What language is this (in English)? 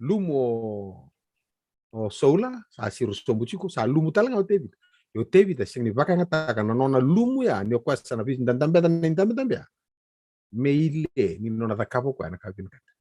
Fijian